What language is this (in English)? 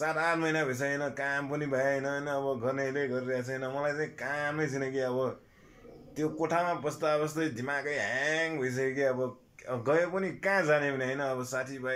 Nepali